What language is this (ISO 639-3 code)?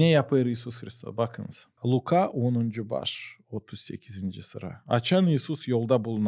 gag